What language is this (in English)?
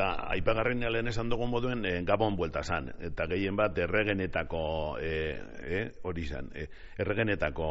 Basque